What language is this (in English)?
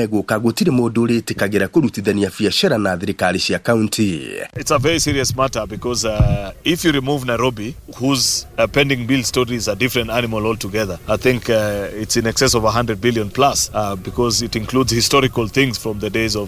Kikuyu